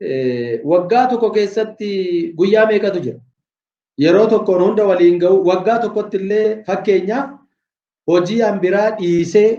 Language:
Oromo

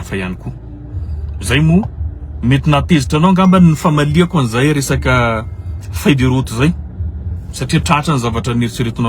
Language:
Malagasy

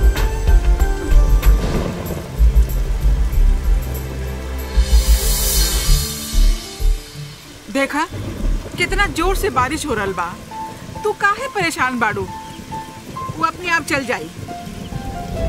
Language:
Bhojpuri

